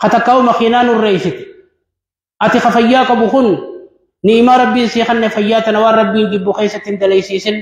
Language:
Oromo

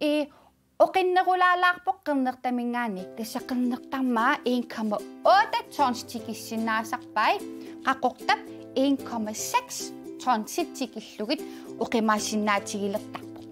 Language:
Kalaallisut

